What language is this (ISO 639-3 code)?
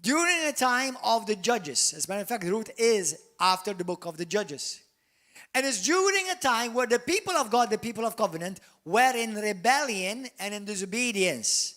eng